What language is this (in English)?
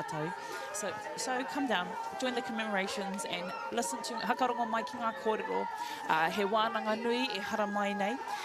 Māori